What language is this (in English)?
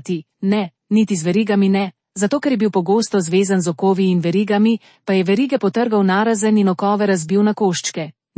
Slovenian